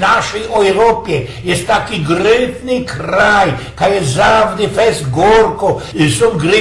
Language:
Silesian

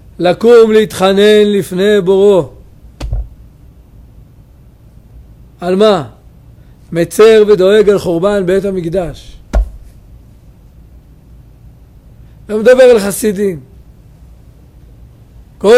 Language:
Hebrew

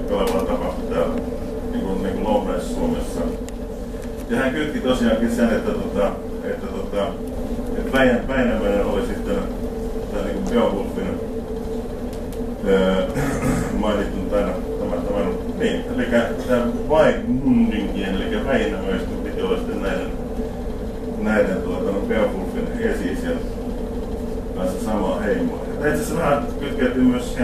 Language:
Finnish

